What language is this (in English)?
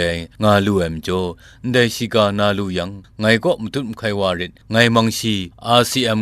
Kachin